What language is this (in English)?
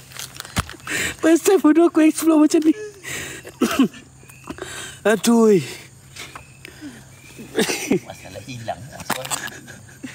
Malay